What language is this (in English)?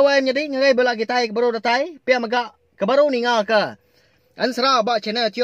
Iban